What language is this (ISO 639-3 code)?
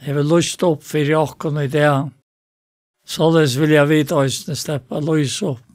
fao